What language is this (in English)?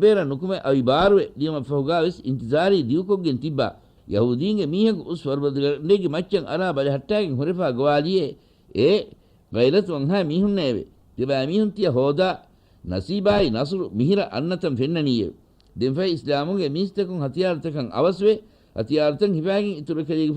Divehi